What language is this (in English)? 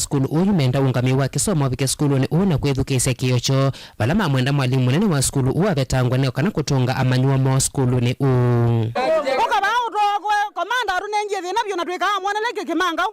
Kamba